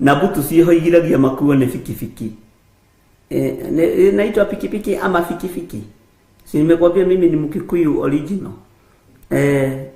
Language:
Kikuyu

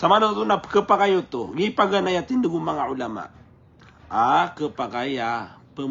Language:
Maranao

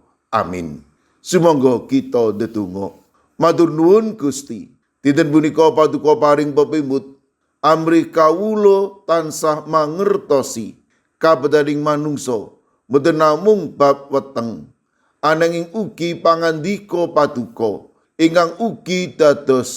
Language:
Javanese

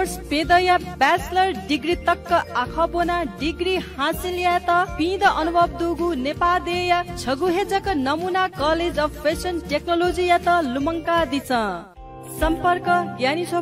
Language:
Newari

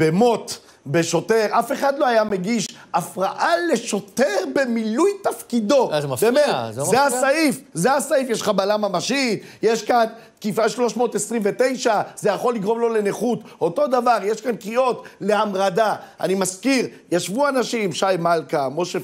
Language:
Hebrew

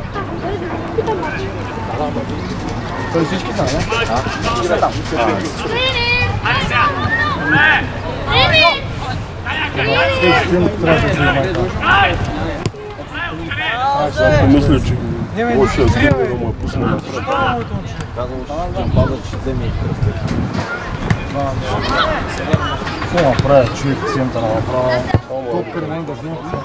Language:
Bulgarian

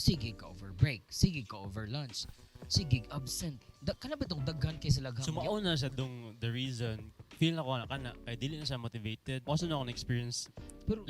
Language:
Cebuano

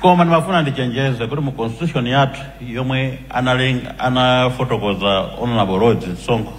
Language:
Nyanja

